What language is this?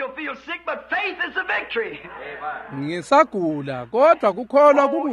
Swati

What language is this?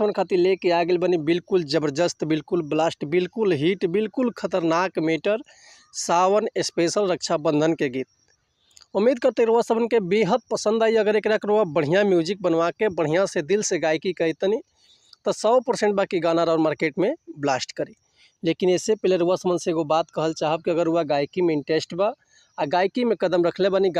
Bhojpuri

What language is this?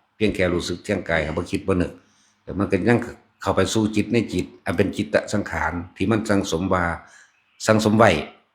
Northeastern Thai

